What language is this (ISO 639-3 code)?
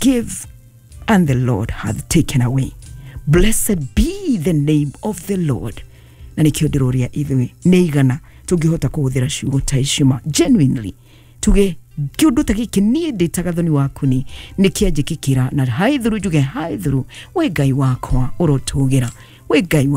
kik